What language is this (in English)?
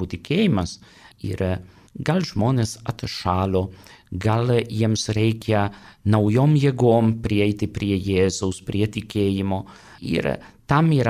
Lithuanian